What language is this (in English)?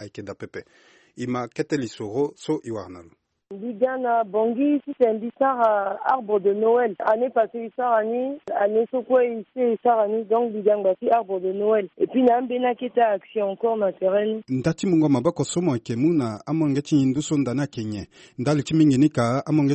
Sango